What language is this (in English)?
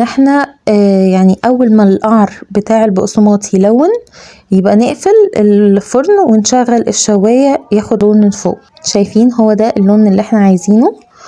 Egyptian Arabic